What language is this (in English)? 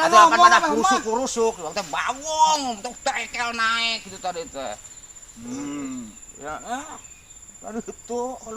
Sundanese